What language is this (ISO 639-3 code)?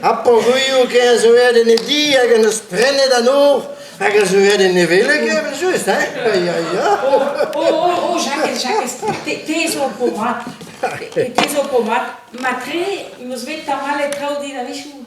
bre